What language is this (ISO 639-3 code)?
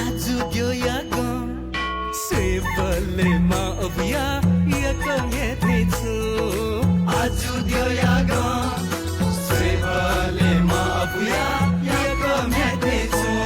new